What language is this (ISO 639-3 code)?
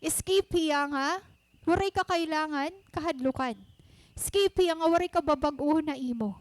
war